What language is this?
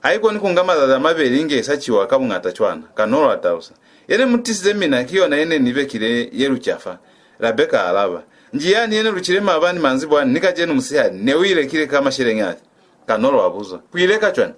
Lozi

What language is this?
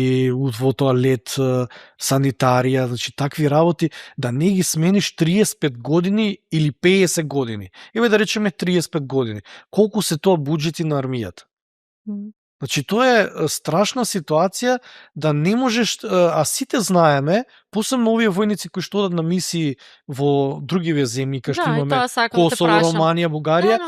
Macedonian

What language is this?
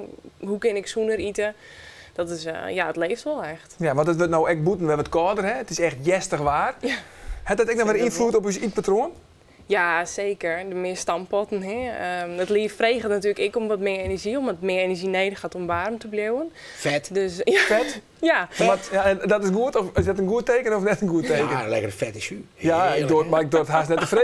Western Frisian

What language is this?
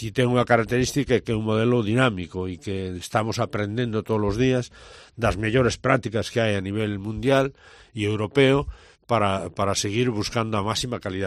Galician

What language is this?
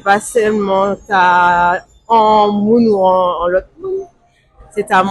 Guadeloupean Creole French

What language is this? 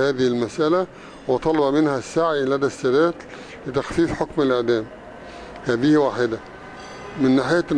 Egyptian Arabic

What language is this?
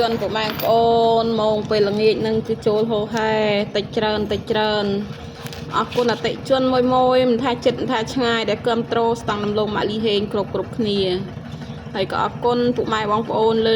Khmer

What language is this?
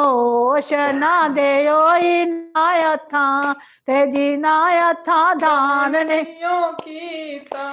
Dogri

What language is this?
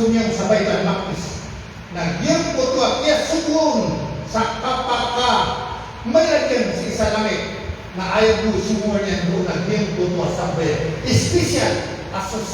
Maranao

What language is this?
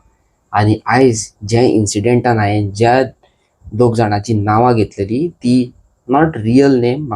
Konkani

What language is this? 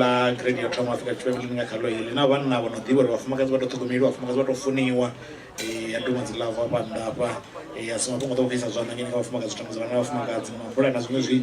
Venda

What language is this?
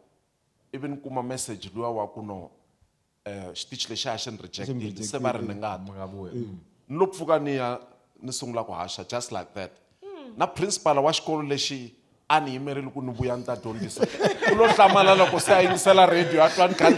Tsonga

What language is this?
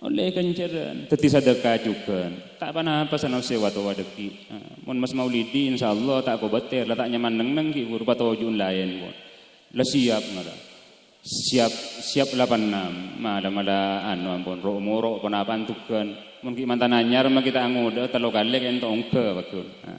Madurese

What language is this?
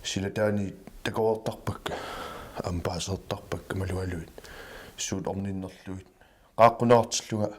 Kalaallisut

